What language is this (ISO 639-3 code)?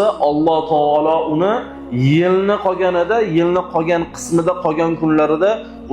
uzb